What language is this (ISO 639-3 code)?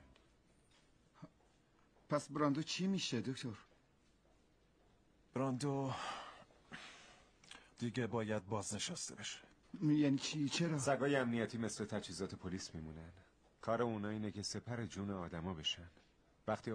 fas